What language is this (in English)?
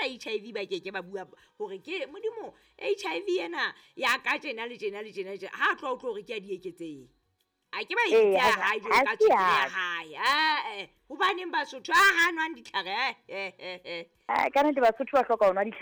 Southern Sotho